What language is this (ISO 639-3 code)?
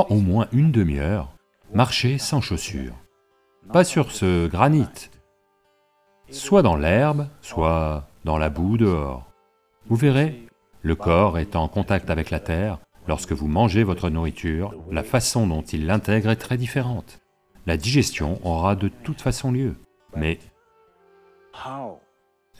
fra